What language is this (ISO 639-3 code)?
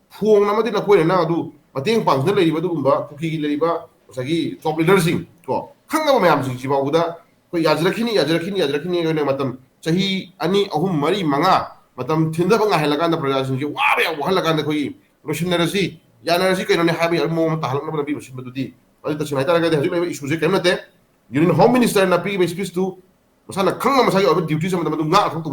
mni